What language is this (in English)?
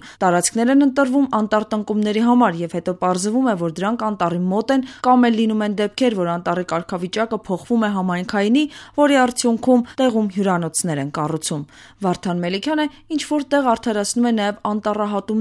Armenian